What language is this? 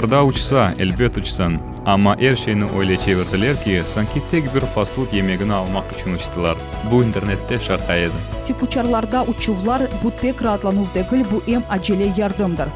Crimean Tatar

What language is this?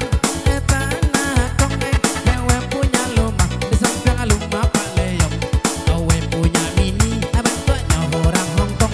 Minangkabau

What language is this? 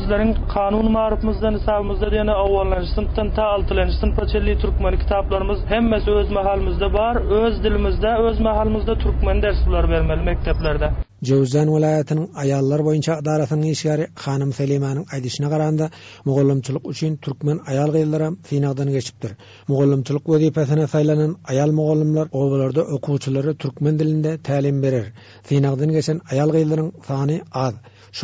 Turkmen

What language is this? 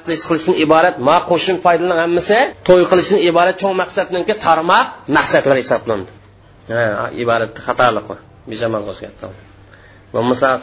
Uyghur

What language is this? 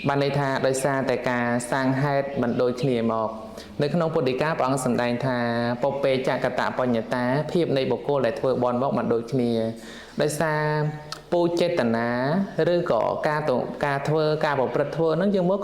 Khmer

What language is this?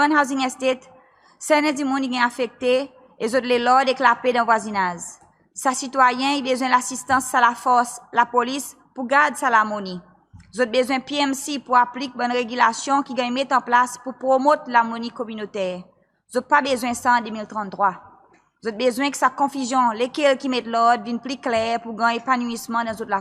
Seselwa Creole French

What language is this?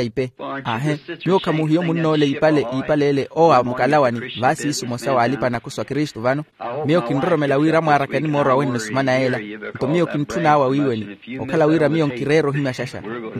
Makhuwa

